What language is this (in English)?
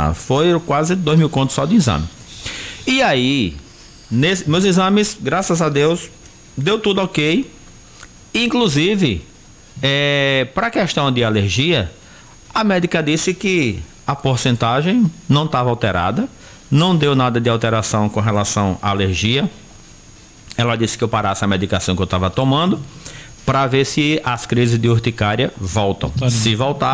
Portuguese